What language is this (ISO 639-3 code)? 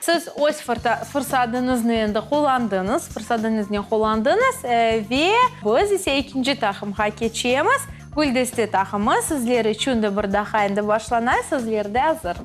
crh